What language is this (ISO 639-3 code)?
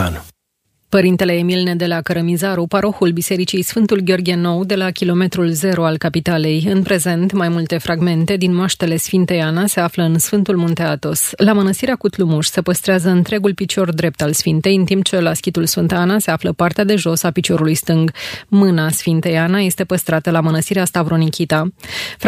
ron